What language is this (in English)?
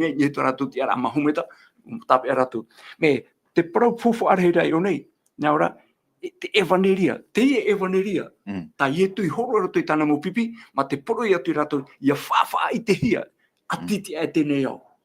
Tahitian